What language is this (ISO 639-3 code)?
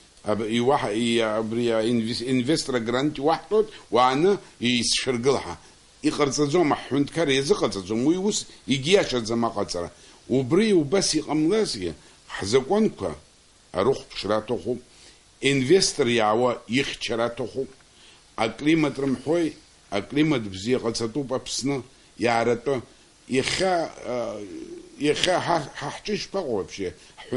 abk